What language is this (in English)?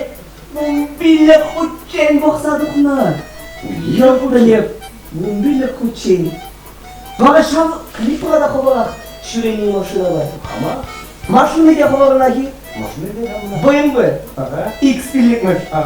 Chuvash